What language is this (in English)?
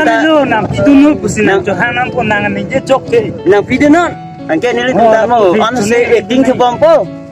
Karbi